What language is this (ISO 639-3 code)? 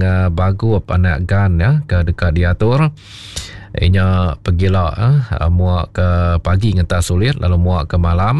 iba